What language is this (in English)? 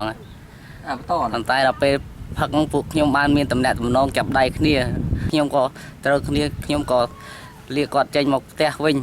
Khmer